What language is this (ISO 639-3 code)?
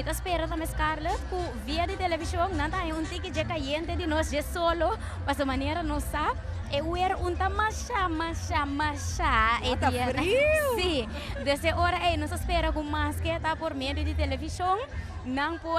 pap